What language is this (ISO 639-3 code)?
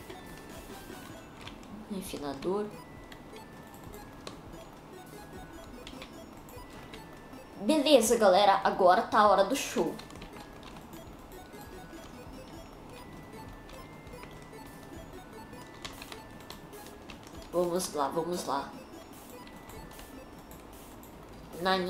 por